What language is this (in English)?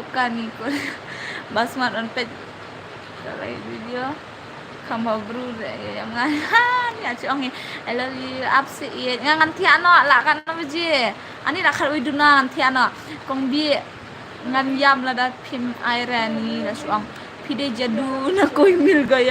Khasi